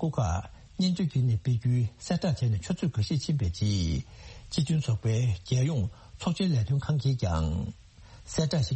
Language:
Tibetan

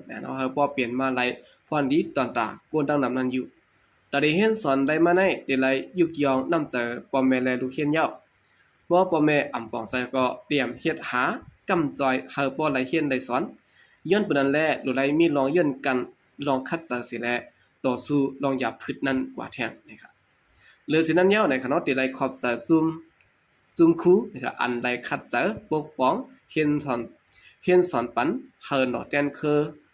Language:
Shan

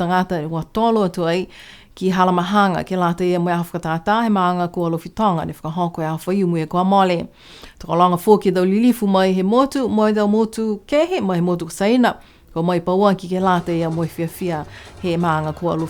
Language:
Niuean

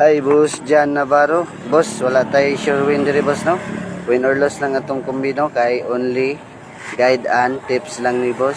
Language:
Cebuano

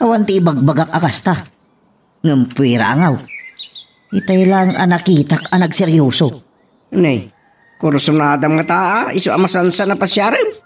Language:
Iloko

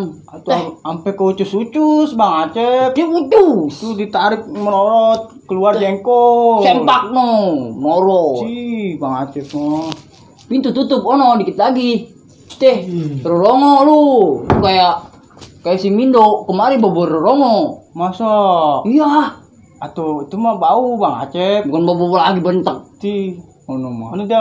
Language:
Betawi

